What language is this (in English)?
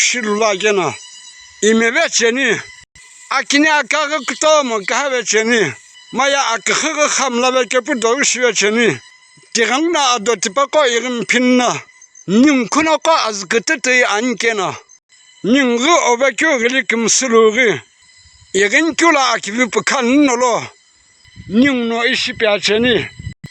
Sumi Naga